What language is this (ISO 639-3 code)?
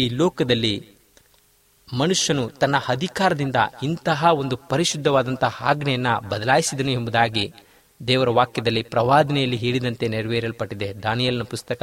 kan